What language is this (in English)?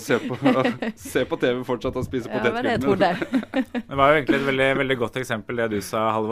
Norwegian